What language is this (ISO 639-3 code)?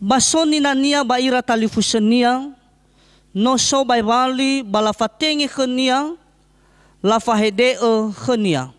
nia